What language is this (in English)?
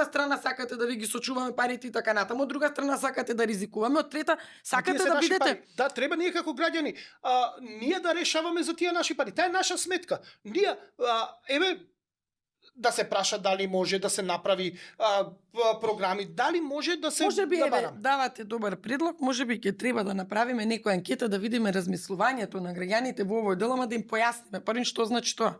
Macedonian